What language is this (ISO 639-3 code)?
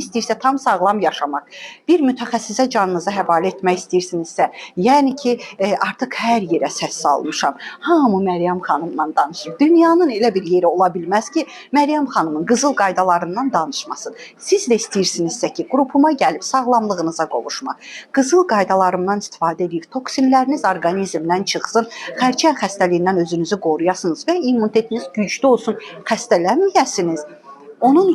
aze